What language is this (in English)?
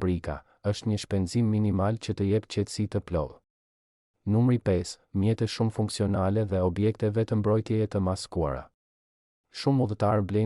Albanian